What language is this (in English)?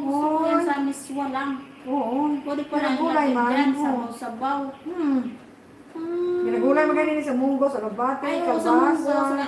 Filipino